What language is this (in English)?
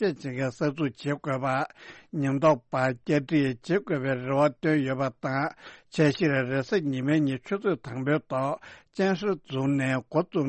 Tibetan